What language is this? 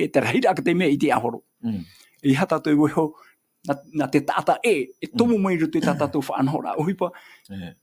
Tahitian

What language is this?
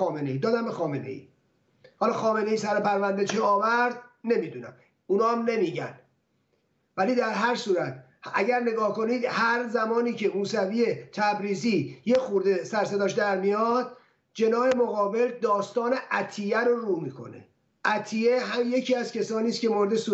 Persian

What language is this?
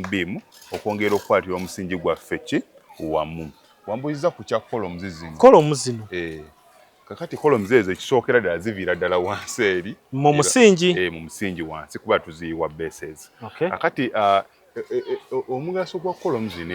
Ganda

